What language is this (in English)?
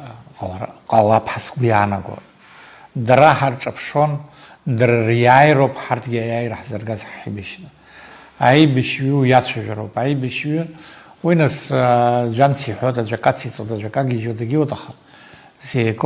Abkhazian